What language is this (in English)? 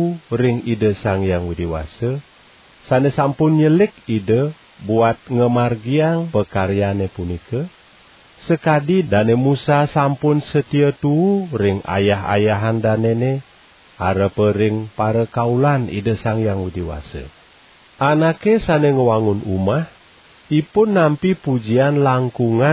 Balinese